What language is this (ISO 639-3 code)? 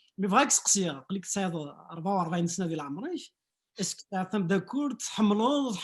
kab